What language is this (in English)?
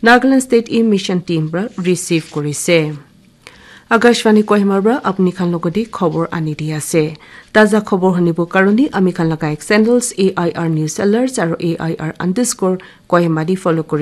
Naga Pidgin